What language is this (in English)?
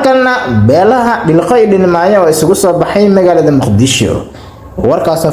Somali